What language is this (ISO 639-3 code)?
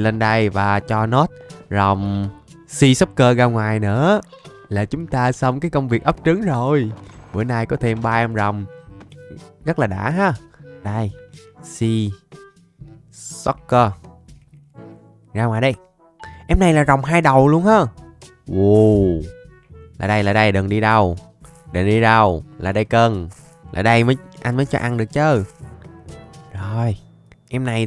vie